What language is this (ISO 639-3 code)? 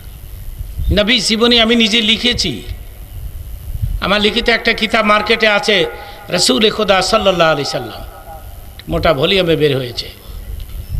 ben